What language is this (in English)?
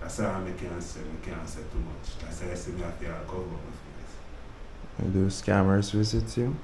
Jamaican Creole English